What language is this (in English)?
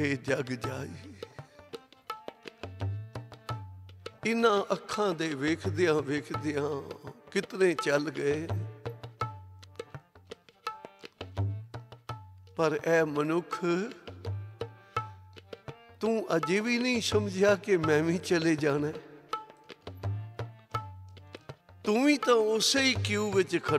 Punjabi